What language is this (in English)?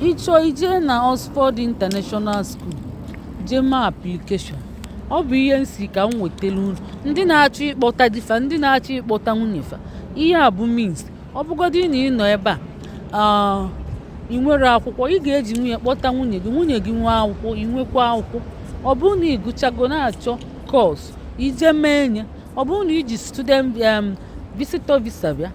Igbo